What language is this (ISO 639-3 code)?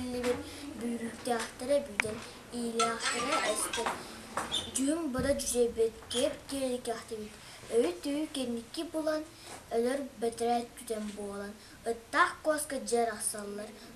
sah